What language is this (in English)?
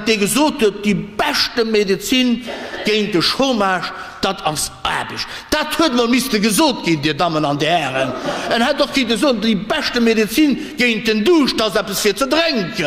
Luxembourgish